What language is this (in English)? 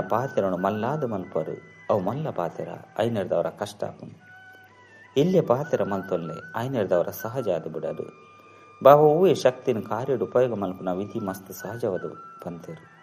Tulu